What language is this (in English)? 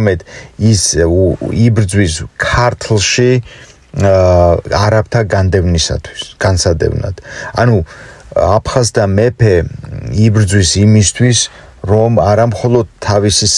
Georgian